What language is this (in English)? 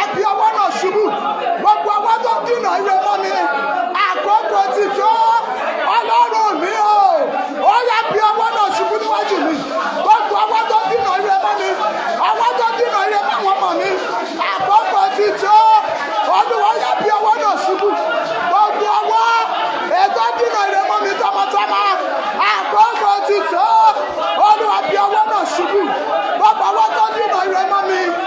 Yoruba